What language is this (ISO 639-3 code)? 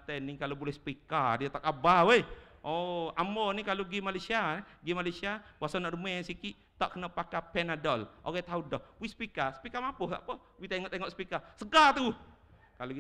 msa